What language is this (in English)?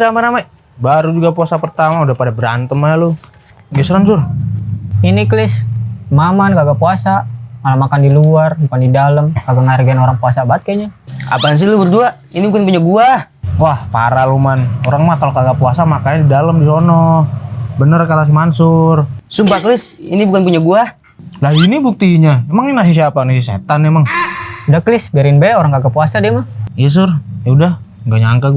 Betawi